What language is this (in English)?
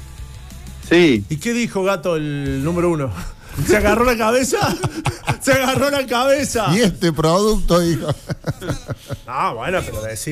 Spanish